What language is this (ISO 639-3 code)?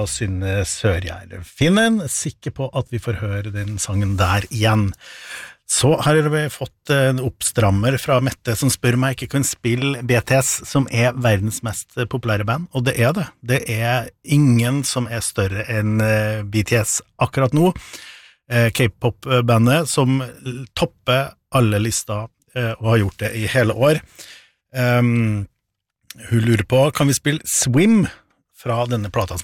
nor